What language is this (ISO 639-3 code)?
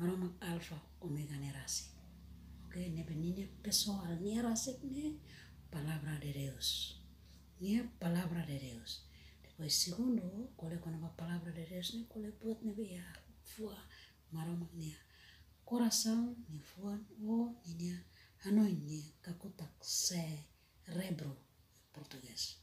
tet